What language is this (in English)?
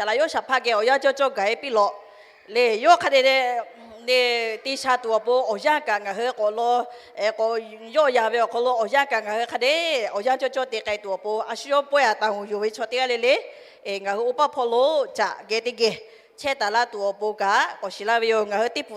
Lahu